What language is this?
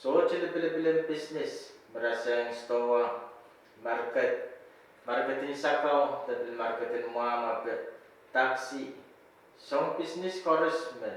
Pohnpeian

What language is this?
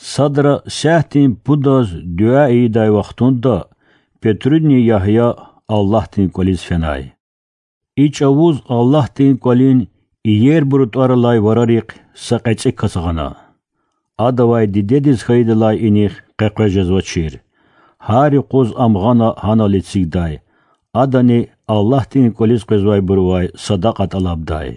Lezghian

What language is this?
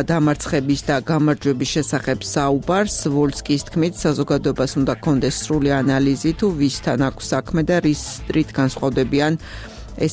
Georgian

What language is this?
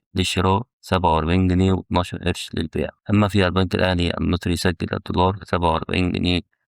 Egyptian Arabic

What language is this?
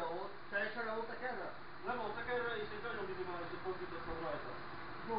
Hungarian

